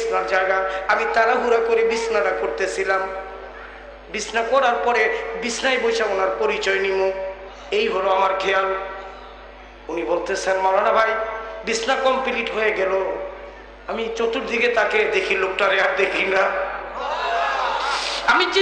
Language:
Bangla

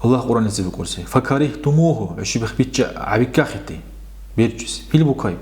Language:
Dargwa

